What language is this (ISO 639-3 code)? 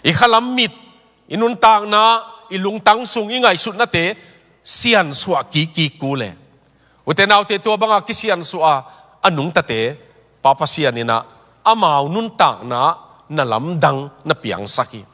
ctd